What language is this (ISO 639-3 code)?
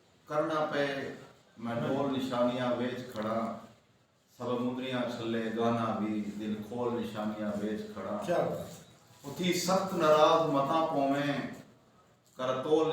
skr